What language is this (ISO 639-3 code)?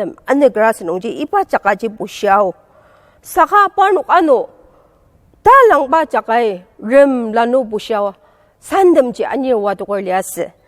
njo